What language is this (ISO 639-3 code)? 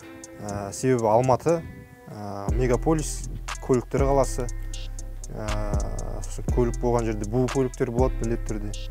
kaz